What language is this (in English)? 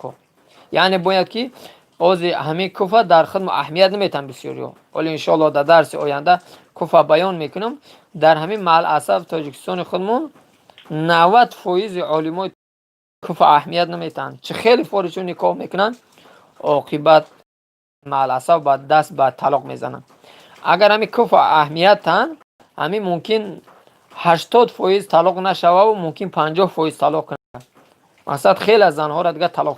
Tajik